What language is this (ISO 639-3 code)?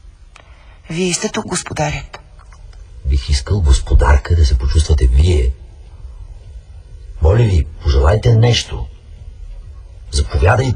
bul